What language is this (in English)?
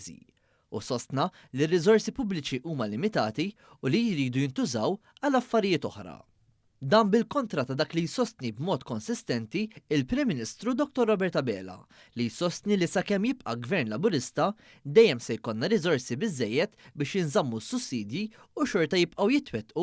Maltese